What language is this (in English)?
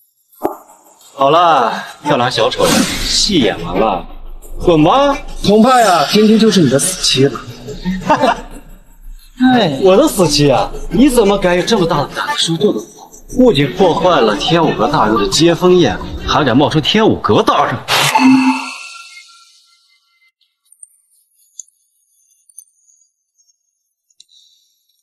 Chinese